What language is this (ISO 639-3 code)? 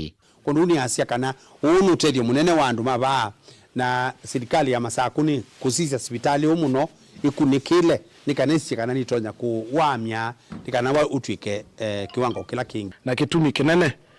kam